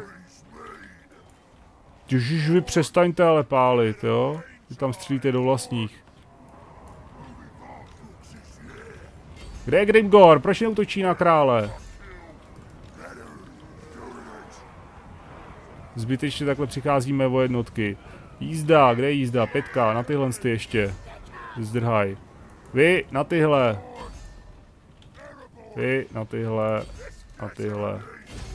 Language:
Czech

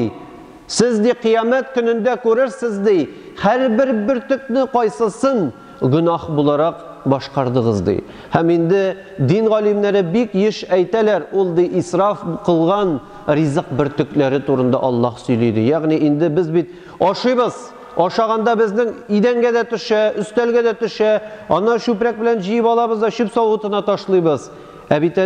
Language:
Tatar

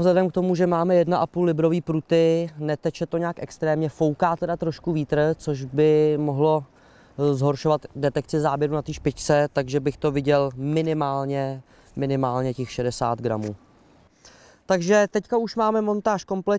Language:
Czech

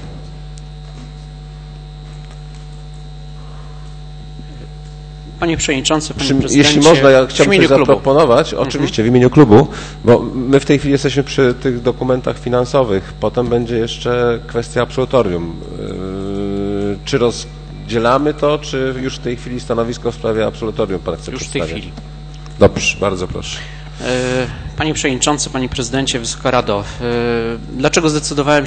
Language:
Polish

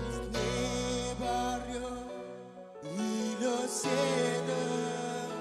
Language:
Marshallese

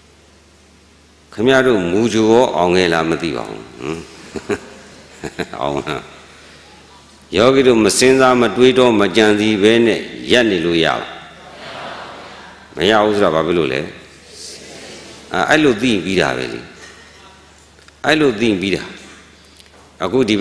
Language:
Burmese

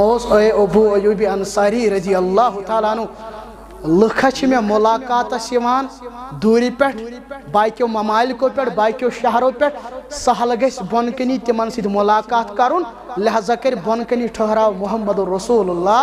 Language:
Kashmiri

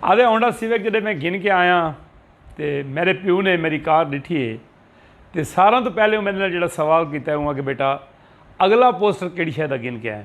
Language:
Saraiki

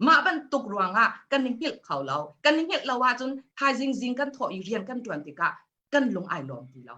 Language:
Hakha Chin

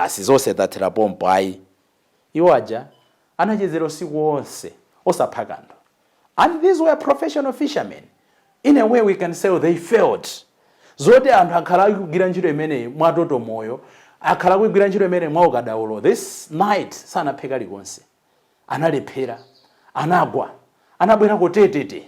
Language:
Nyanja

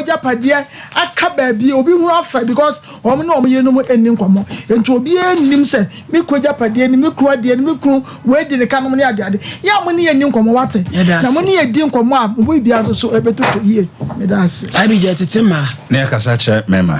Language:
Akan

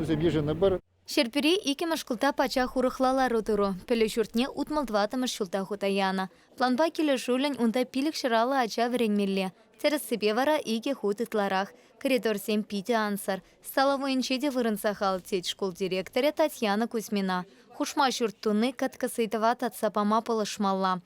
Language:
Chuvash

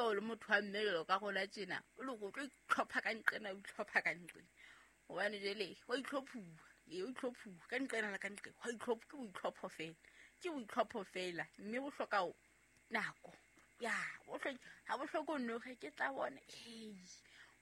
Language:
Southern Sotho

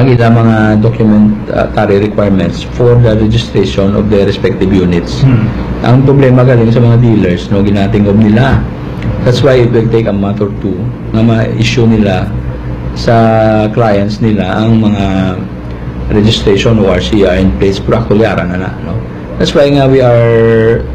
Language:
Hiligaynon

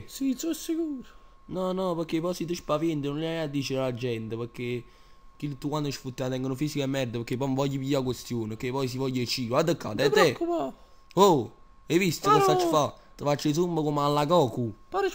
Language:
Neapolitan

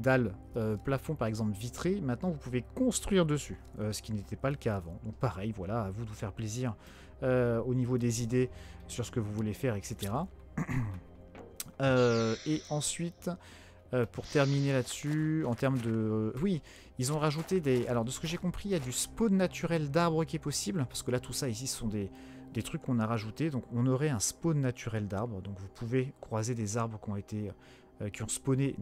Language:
French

